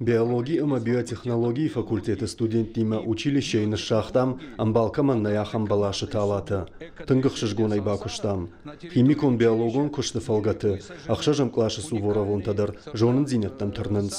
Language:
Ossetic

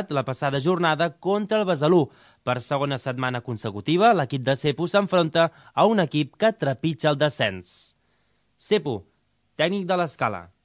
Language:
Catalan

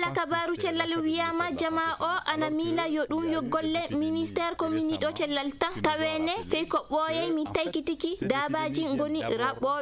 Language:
Maasina Fulfulde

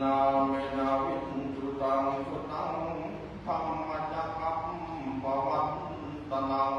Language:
Pali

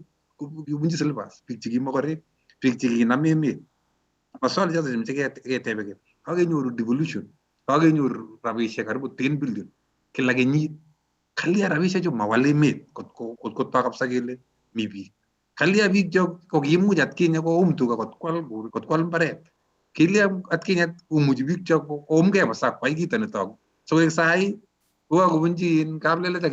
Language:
Kalenjin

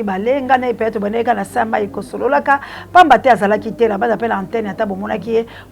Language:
Lingala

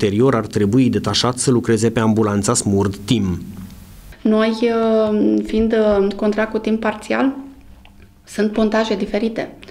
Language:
Romanian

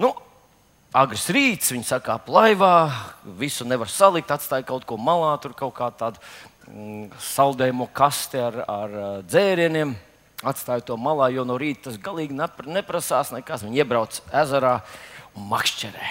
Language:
Latvian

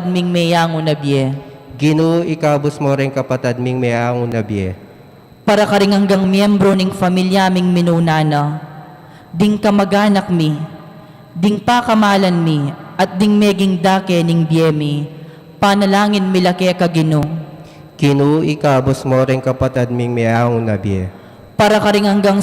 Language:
Pampanga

